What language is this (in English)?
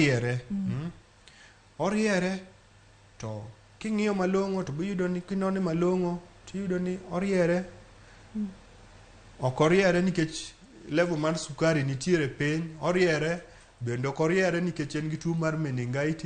Luo (Kenya and Tanzania)